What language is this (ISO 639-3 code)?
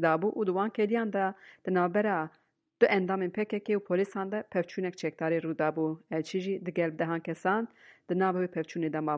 kur